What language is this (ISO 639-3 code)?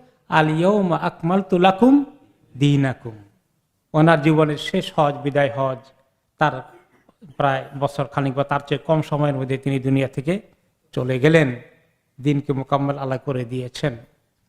ben